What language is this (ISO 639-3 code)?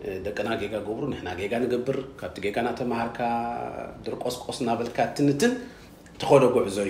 tir